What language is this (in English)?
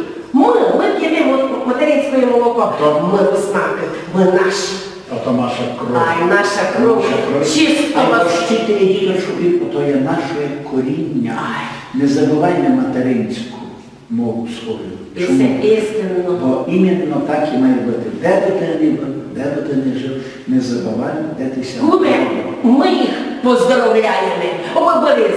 Rusyn